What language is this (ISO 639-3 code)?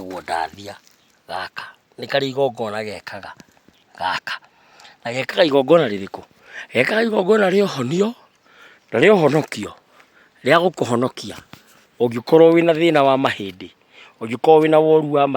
kik